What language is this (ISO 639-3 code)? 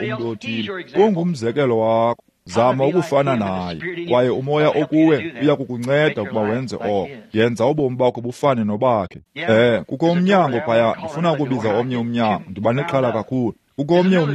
xho